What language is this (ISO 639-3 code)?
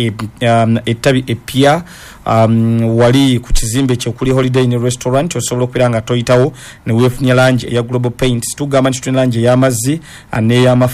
lug